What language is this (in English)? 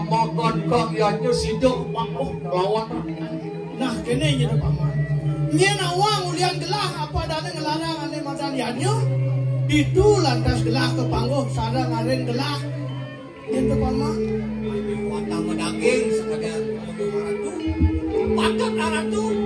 Balinese